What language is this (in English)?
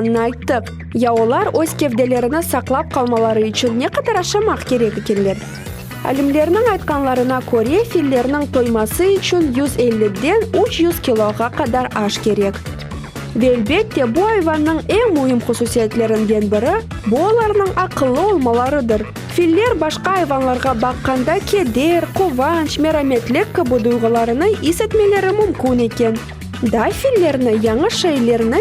Crimean Tatar